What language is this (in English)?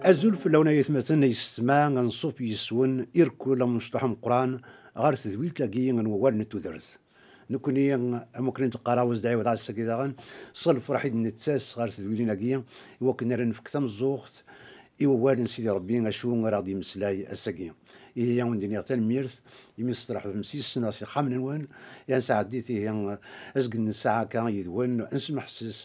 Kabyle